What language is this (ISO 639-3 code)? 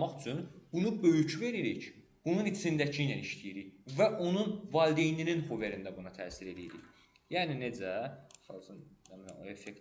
aze